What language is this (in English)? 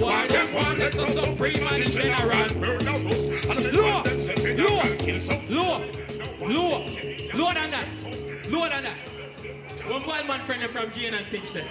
Jamaican Creole English